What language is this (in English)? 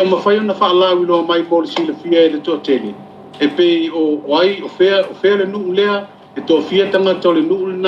Samoan